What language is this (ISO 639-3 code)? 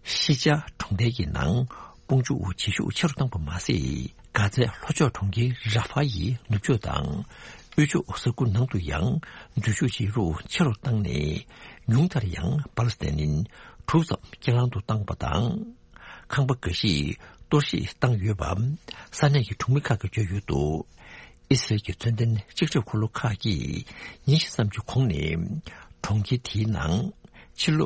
bod